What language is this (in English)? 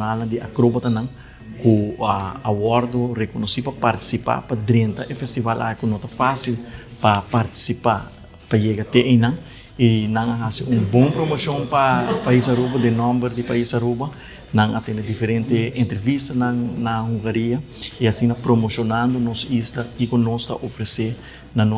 Papiamento